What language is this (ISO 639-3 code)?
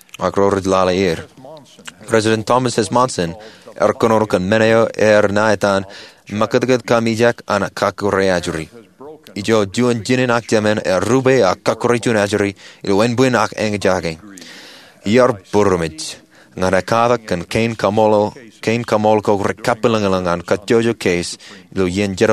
mah